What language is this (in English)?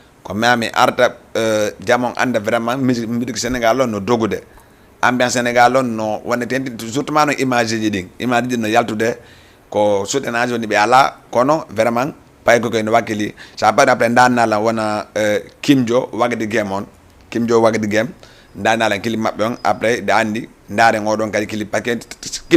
Fula